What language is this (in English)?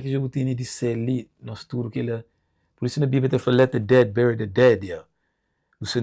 Kabuverdianu